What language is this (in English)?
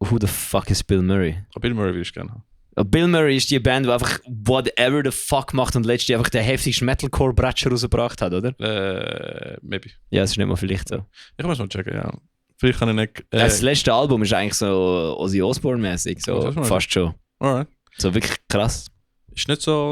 Swiss German